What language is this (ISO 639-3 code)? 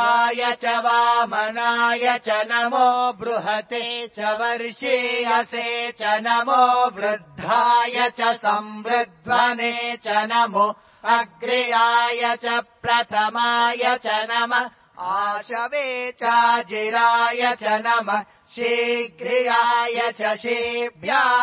san